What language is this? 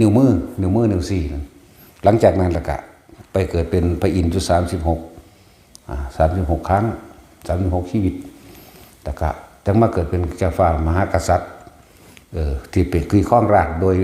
Northeastern Thai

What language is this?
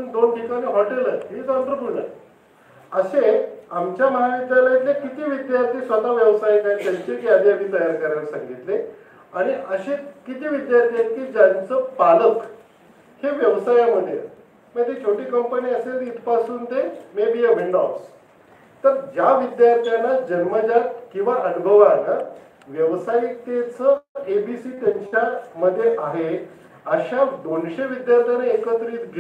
Marathi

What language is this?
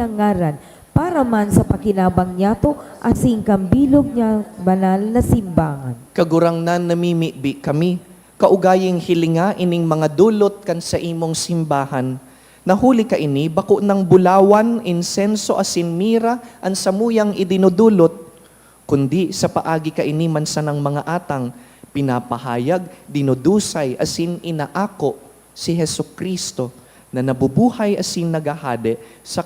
Bikol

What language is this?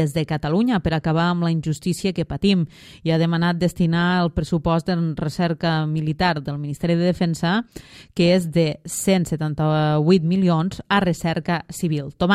Catalan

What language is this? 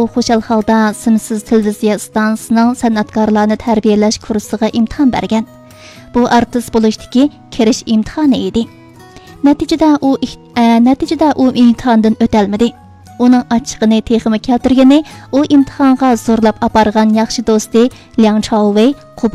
Uyghur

